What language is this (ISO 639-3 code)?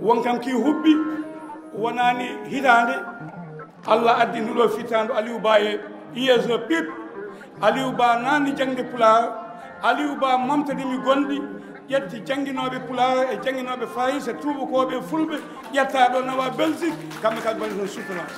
ful